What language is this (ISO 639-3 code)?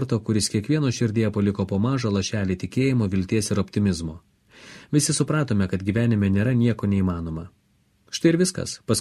lit